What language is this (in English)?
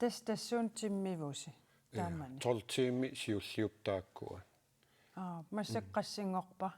Kalaallisut